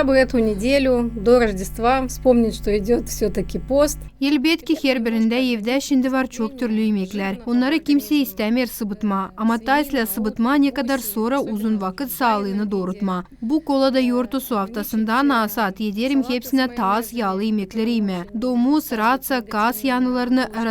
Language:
Gagauz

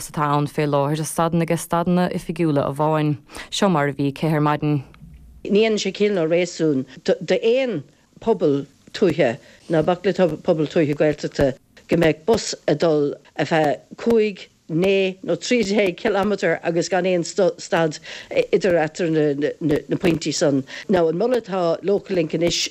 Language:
Irish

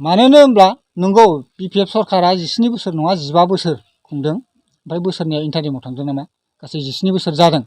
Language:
Bodo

